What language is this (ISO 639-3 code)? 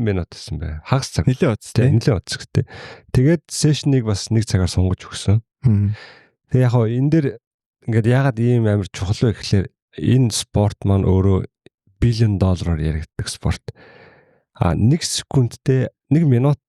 mon